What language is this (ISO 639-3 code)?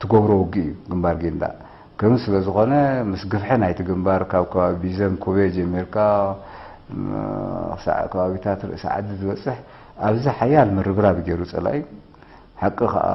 tir